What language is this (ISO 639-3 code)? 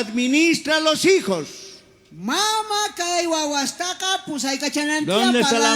quh